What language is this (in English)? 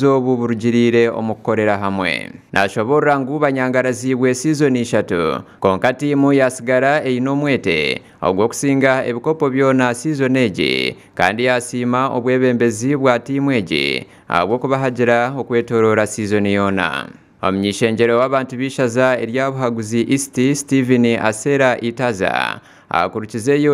Nyankole